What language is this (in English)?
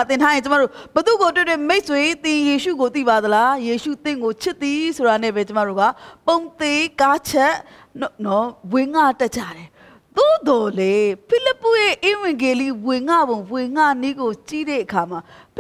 Burmese